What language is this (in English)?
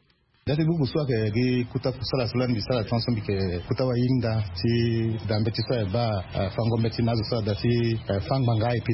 Sango